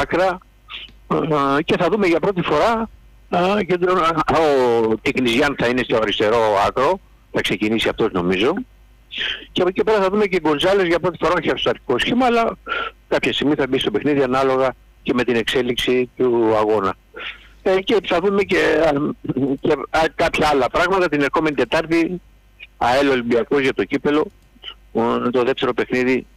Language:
Greek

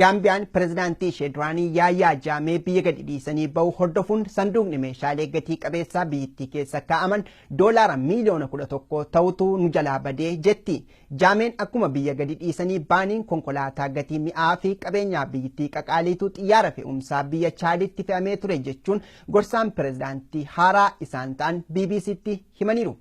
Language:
Oromo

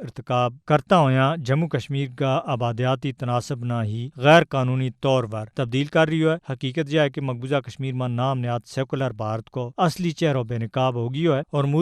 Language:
Gujari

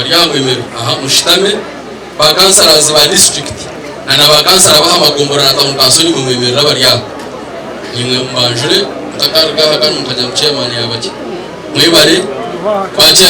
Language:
Nyankole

